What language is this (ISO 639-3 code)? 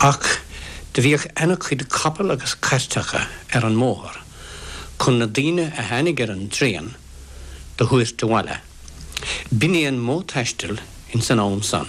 gle